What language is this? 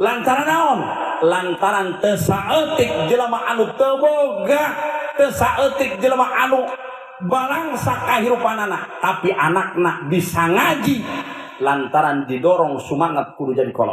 Sundanese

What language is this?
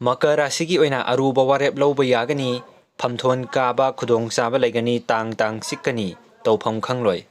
Manipuri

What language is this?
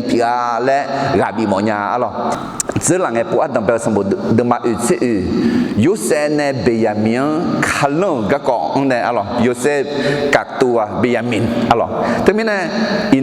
Akha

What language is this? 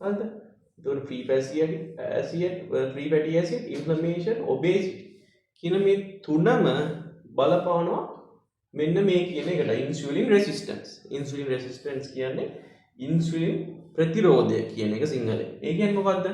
Sinhala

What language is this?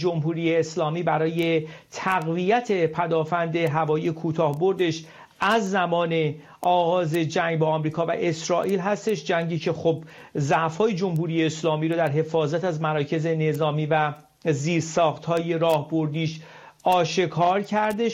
Persian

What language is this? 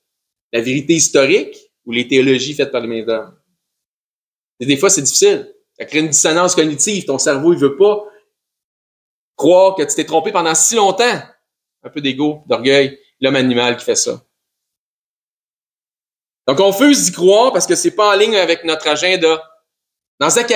French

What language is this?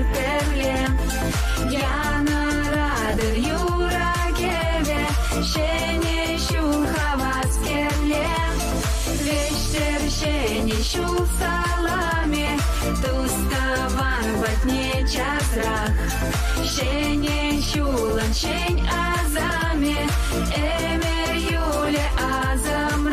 Chuvash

